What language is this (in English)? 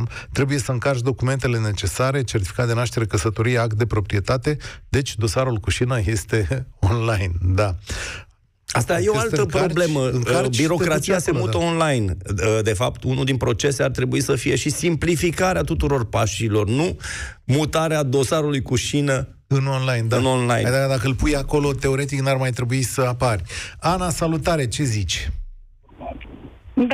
Romanian